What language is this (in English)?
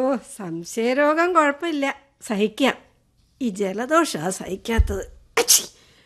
Malayalam